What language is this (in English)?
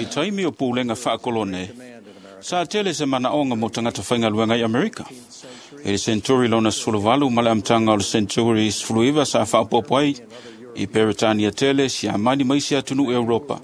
Samoan